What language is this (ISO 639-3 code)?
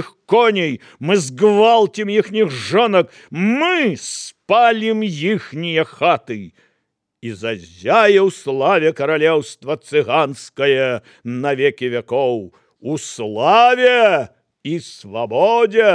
bel